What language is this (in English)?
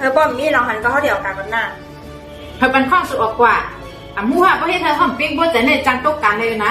Shan